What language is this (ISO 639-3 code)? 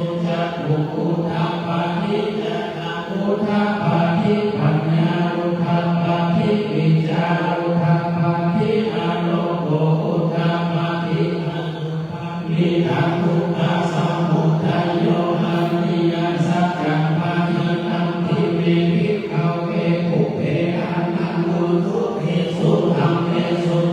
pli